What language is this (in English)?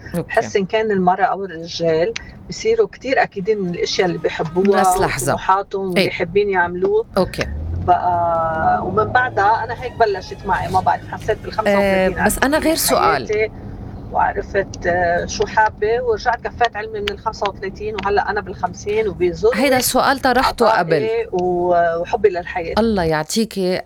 North Levantine Arabic